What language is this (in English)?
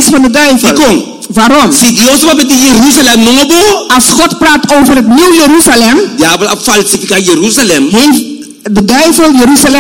Dutch